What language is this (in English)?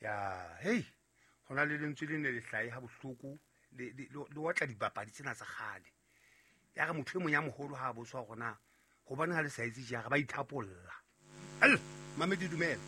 Southern Sotho